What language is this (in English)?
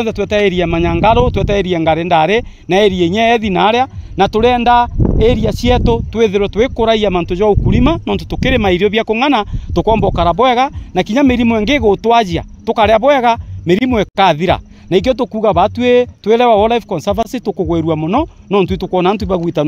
Meru